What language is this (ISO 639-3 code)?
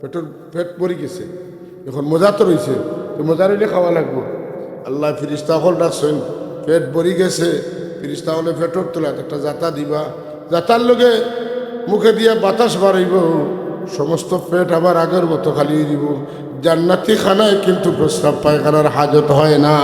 syl